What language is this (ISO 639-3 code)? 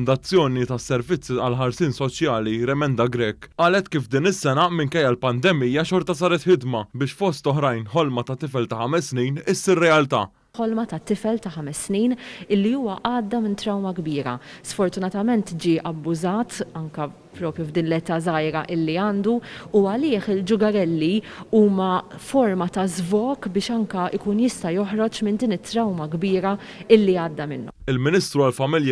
mlt